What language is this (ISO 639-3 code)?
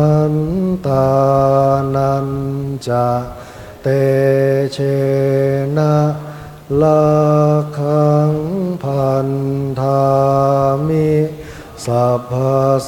pli